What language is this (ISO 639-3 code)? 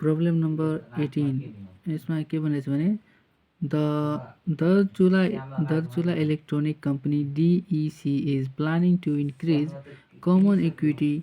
nep